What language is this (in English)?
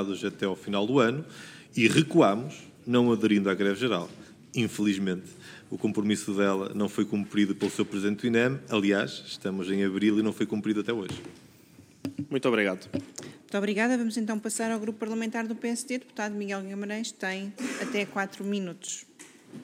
Portuguese